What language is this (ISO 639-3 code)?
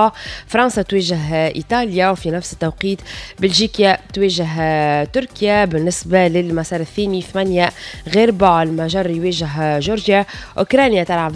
aeb